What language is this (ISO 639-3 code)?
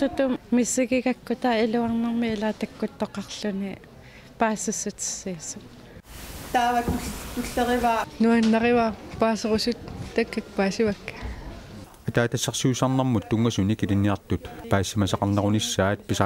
kal